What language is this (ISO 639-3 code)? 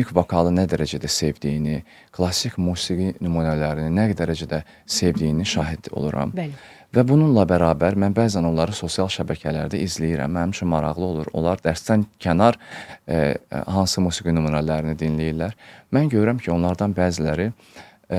aze